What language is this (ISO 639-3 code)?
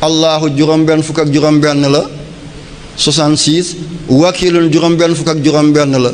wol